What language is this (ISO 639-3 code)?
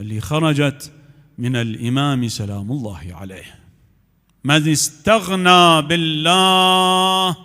acm